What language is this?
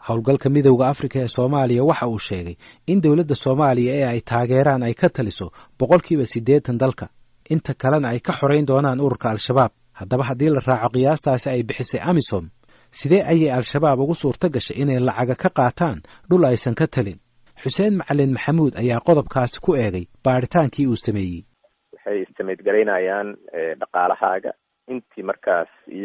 Somali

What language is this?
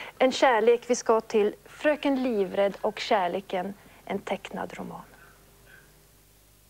Swedish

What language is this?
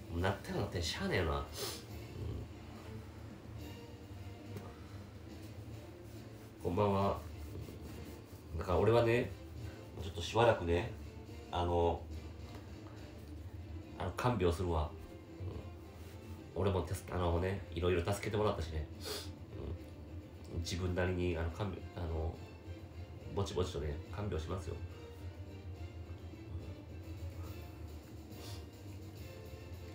Japanese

